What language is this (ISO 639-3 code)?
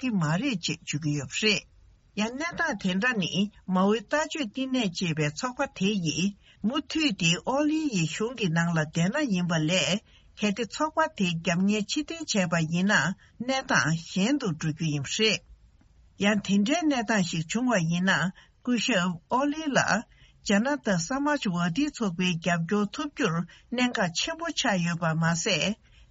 bod